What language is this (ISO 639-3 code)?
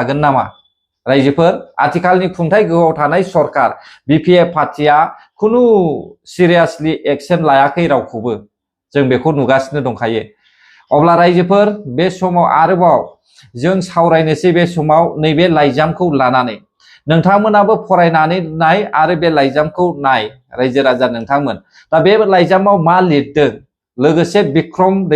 brx